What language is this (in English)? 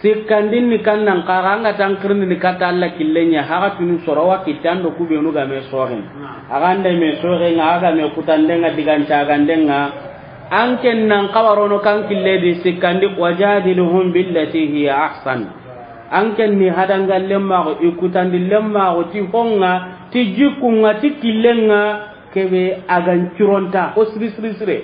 Soninke